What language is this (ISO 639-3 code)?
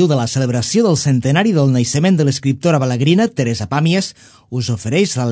cat